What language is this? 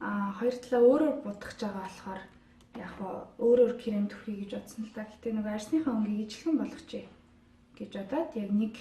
Mongolian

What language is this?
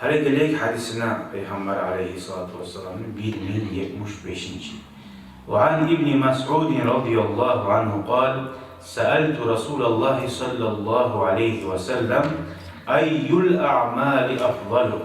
Kumyk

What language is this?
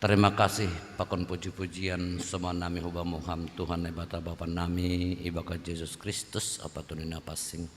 Batak Simalungun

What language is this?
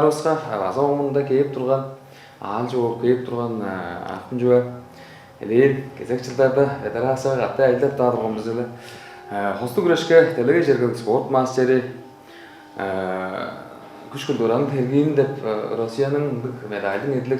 Tuvinian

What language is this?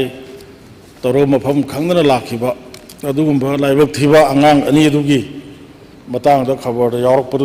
Manipuri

